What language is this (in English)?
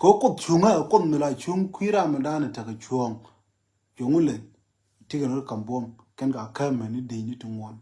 Nuer